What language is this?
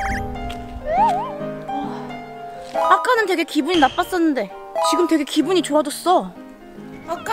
Korean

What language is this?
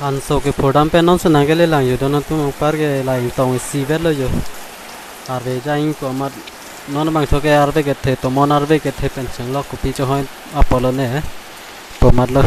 Karbi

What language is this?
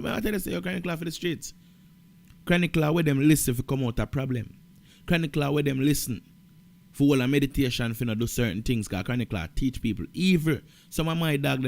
Jamaican Creole English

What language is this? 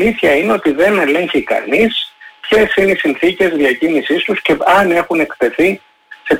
Greek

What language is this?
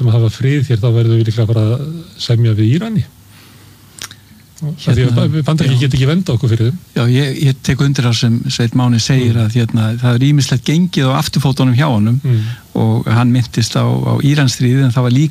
Icelandic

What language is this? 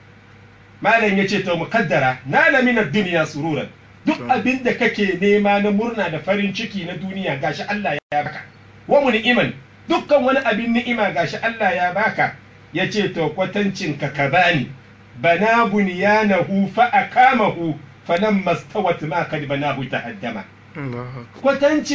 Hausa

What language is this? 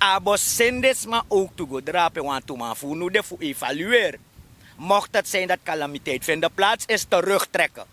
Sranan Tongo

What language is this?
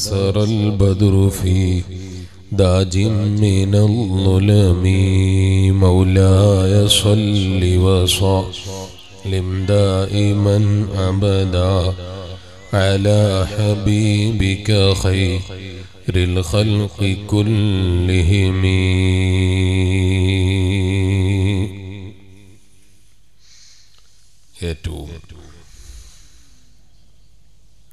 Malayalam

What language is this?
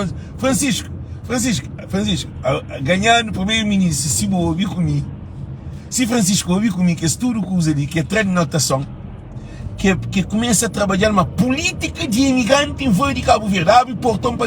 Kabuverdianu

